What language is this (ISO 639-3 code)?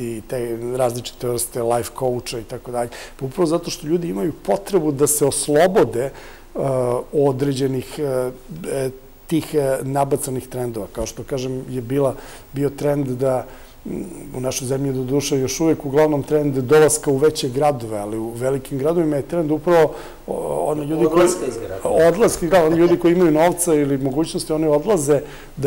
srp